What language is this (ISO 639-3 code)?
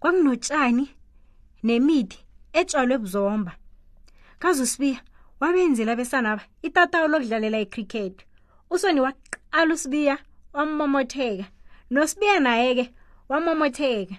nbl